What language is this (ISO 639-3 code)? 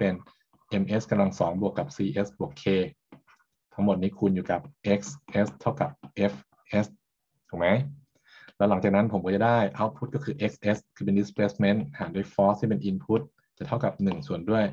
tha